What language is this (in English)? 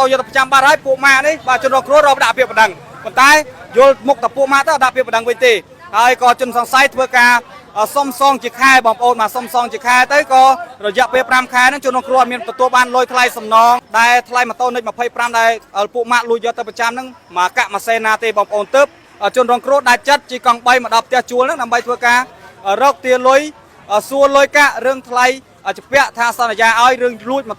Khmer